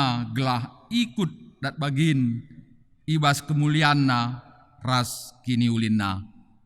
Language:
Batak Karo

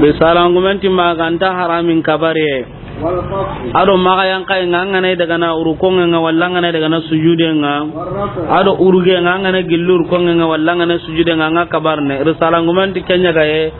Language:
Soninke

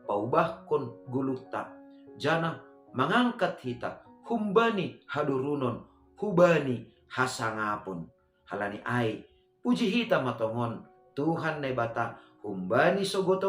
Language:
Batak Simalungun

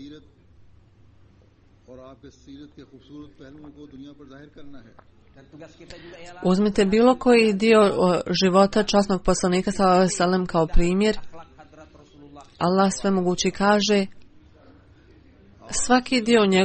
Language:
Bosnian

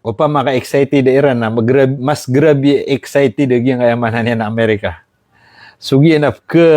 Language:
Maranao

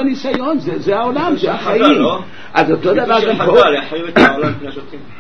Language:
Hebrew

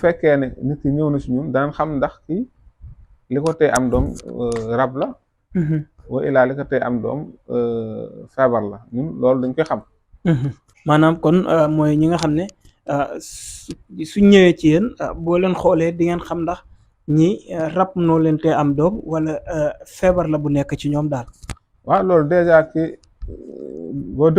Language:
Wolof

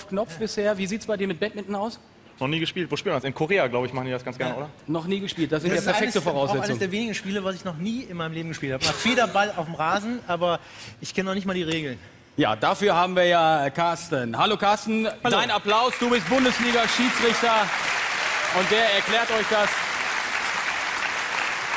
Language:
German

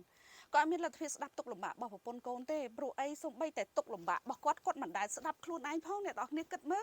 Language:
Khmer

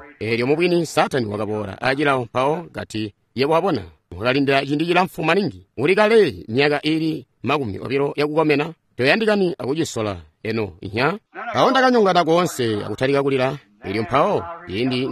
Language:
Tonga (Zambia)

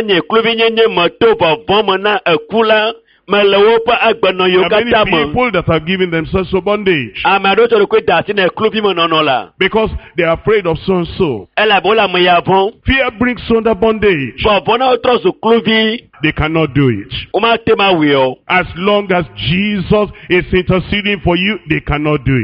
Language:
Ewe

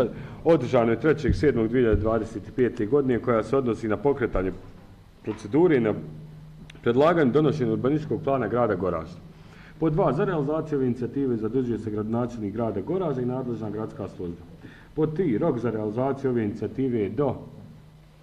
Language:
Bosnian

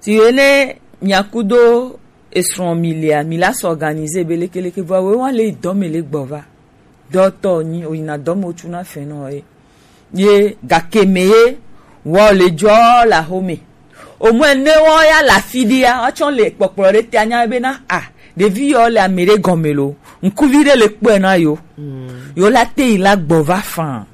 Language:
Gen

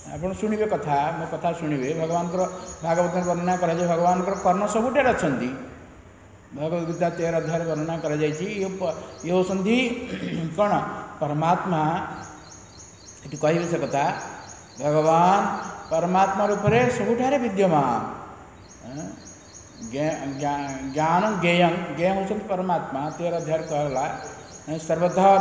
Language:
Odia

